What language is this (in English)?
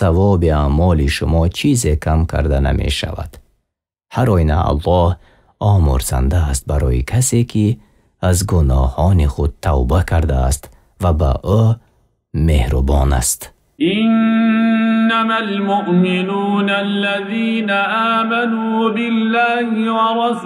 Tajik